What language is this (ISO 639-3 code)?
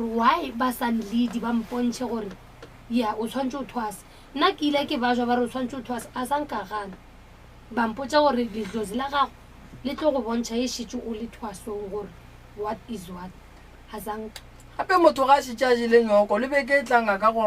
nso